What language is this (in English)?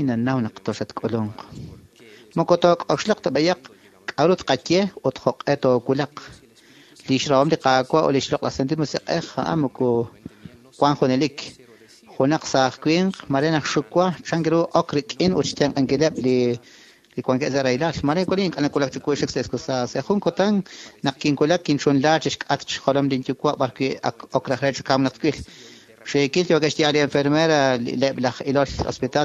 Kekchí